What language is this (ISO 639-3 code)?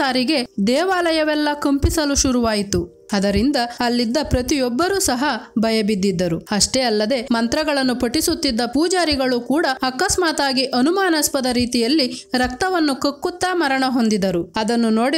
kan